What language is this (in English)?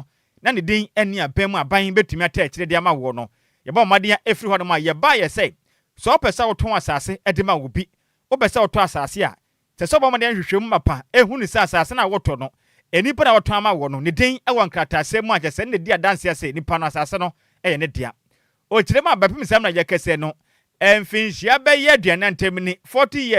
Akan